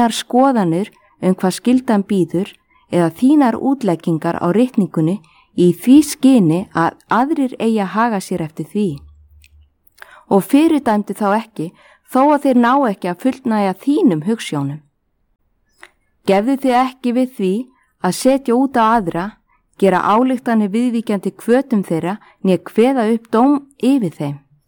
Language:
Icelandic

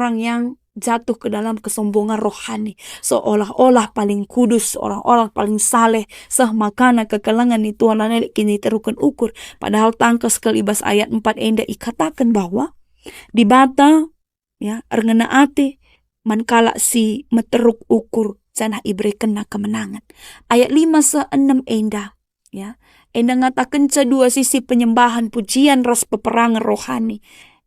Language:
Batak Karo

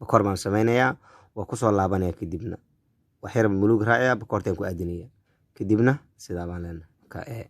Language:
Somali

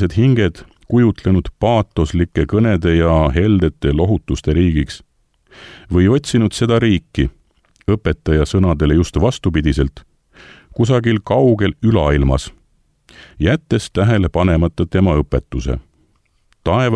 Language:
Estonian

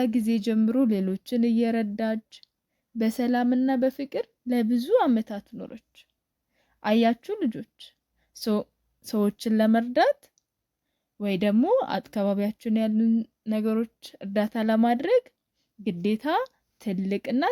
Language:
Amharic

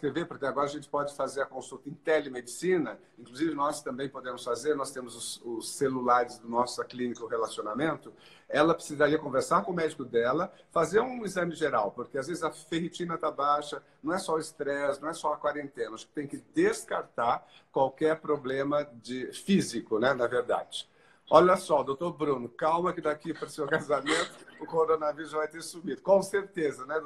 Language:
Portuguese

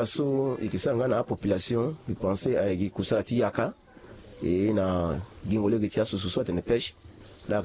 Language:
Sango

